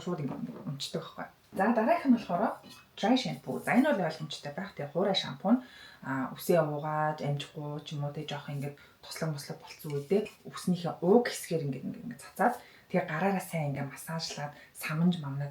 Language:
Mongolian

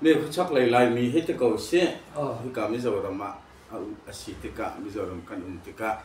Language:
Hakha Chin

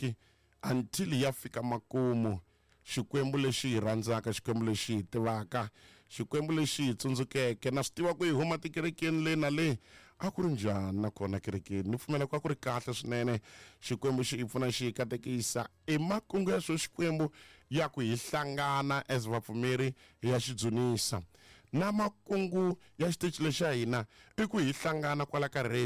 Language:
Tsonga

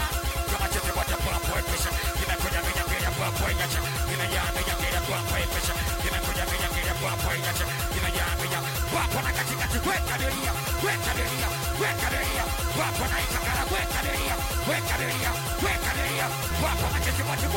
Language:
Swahili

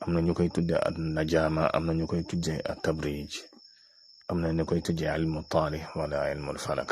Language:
Wolof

